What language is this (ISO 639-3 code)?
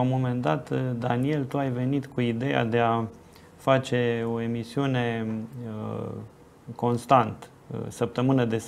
ron